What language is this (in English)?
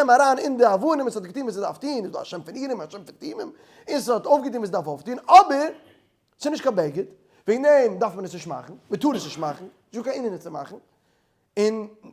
Yiddish